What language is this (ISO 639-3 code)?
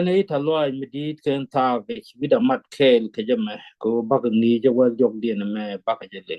nus